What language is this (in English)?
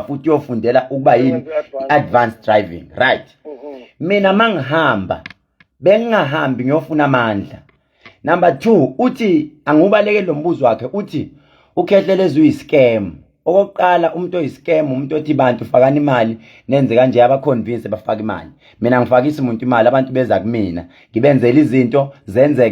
Zulu